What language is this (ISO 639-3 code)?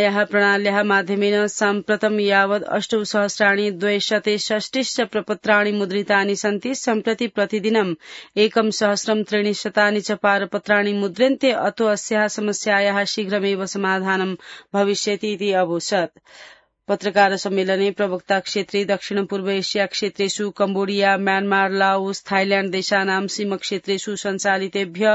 san